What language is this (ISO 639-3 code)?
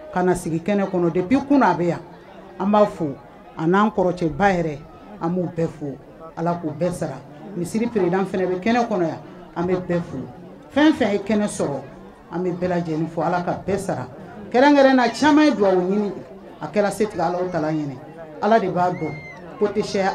bam